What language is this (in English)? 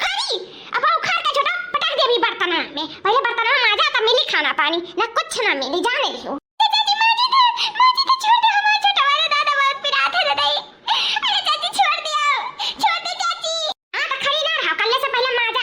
Awadhi